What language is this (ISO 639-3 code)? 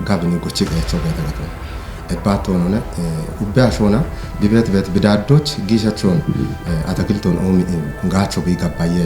kbr